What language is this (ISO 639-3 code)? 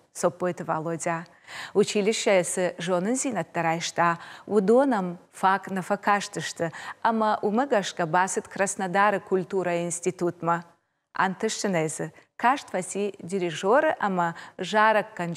oss